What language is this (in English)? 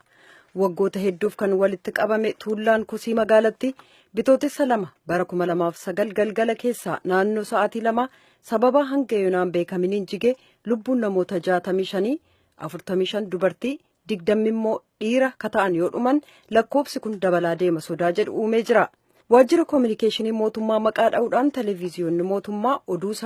Oromo